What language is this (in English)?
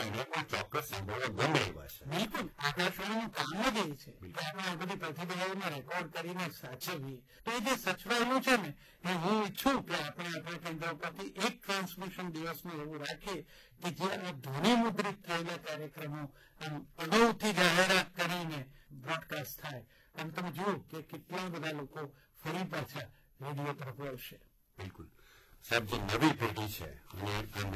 Gujarati